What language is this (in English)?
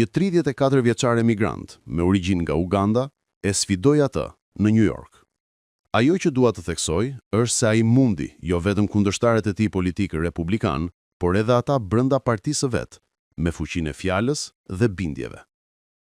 Albanian